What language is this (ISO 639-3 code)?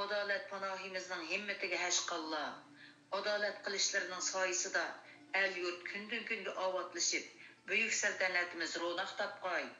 uig